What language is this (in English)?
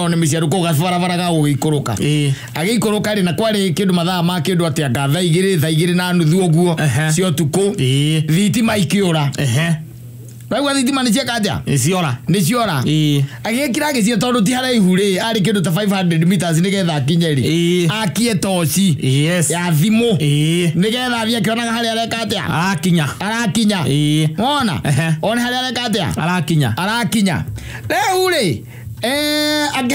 Kikuyu